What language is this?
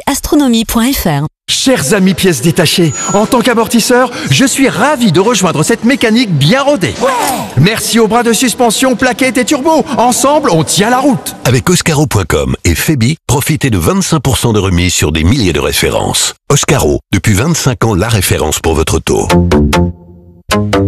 French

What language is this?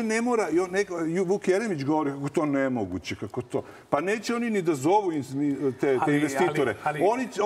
Serbian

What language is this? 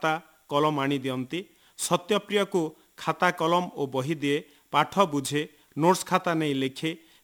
Odia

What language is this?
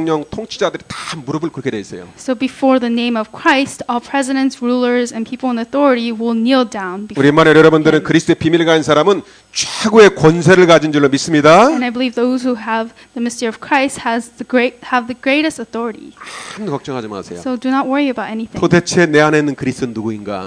Korean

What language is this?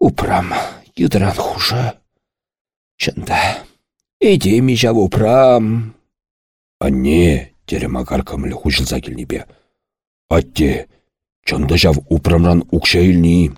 Chuvash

